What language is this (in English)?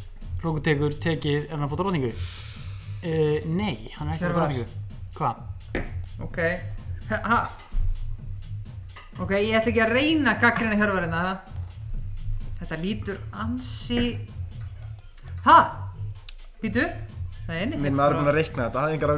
Icelandic